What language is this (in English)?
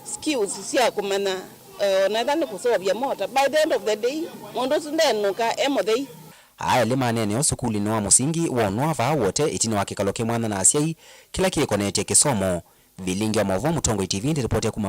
Kamba